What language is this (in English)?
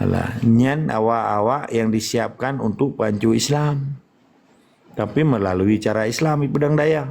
Achinese